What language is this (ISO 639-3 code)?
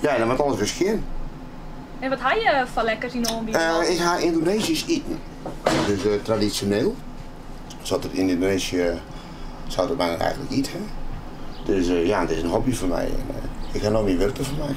fry